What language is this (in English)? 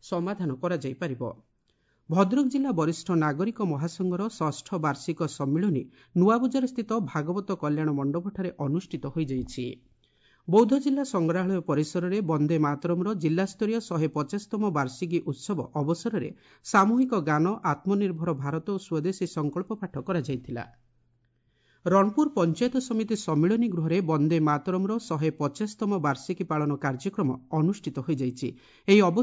Odia